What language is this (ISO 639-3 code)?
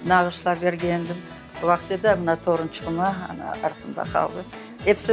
crh